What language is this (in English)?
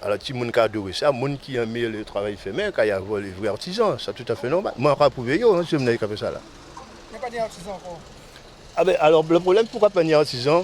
Guadeloupean Creole French